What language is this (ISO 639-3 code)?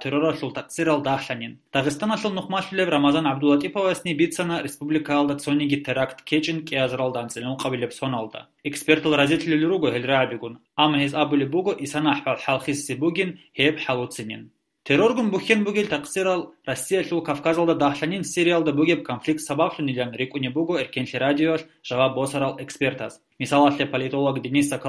ava